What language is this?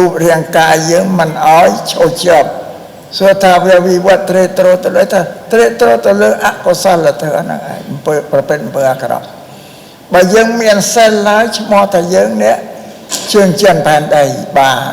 Khmer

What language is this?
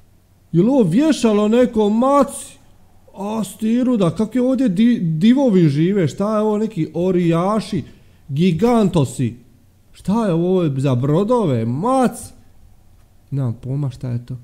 Croatian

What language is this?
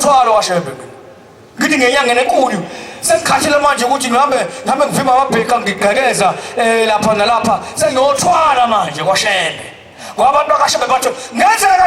Zulu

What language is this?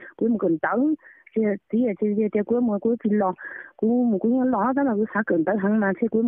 Hmong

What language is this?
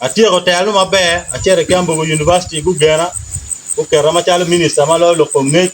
Acoli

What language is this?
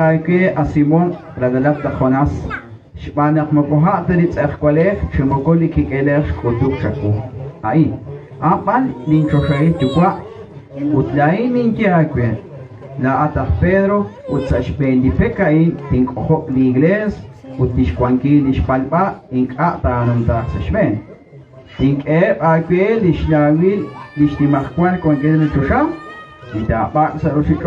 Kekchí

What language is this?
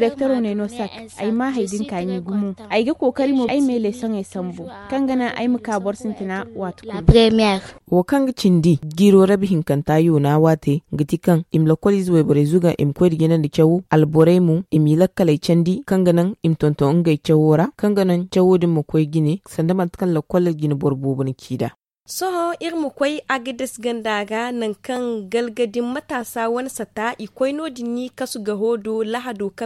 Zarma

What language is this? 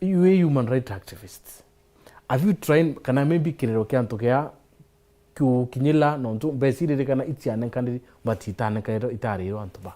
Meru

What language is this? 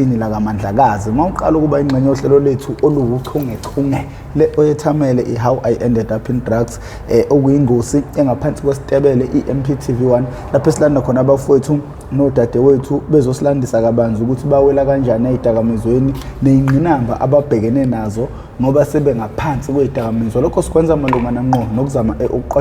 Zulu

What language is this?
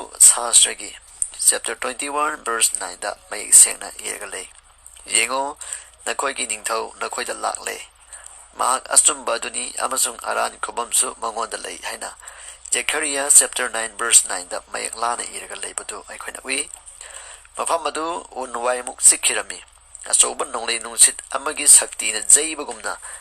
Manipuri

